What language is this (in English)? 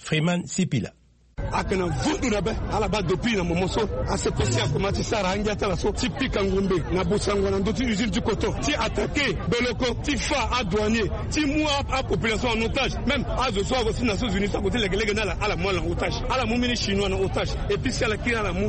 Sango